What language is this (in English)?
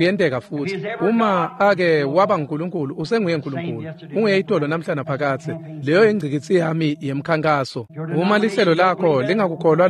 Swati